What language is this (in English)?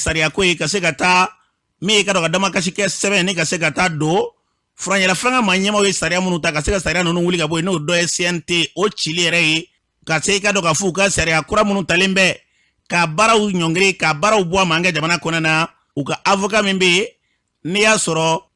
Bambara